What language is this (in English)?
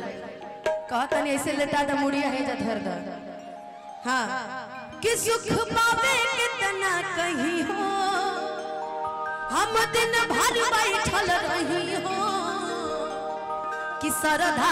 Bhojpuri